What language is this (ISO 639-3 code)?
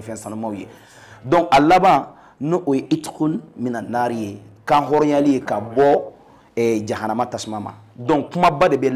bam